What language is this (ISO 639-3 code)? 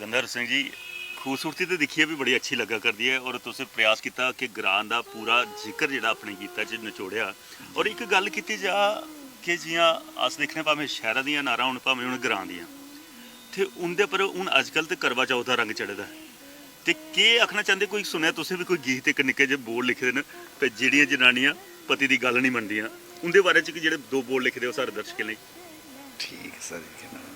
doi